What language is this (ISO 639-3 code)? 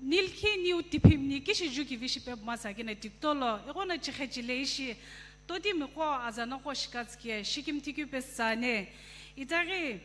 nsm